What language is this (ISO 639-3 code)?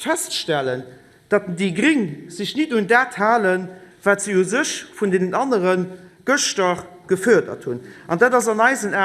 ltz